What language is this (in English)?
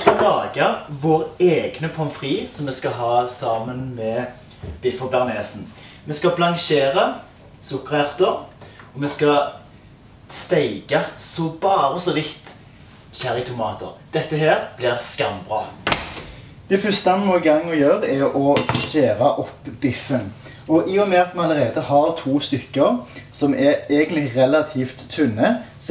Norwegian